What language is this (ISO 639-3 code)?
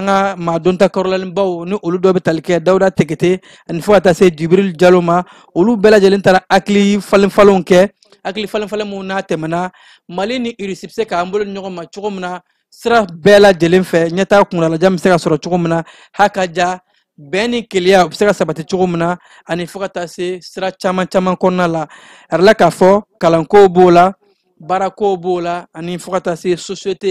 bam